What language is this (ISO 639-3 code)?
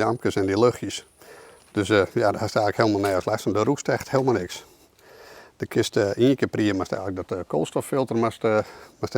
fry